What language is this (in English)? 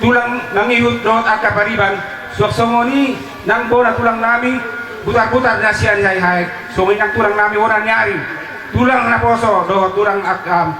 Batak Toba